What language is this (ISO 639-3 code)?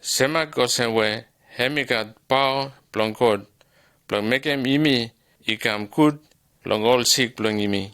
bis